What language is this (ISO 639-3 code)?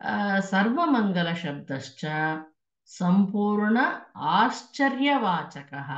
san